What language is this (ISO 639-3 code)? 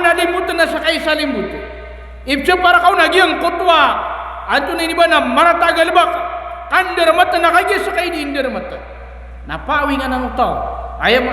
mrw